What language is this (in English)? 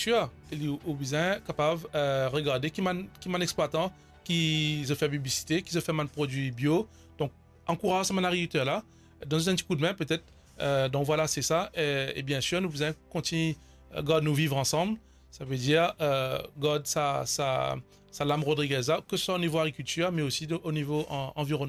Morisyen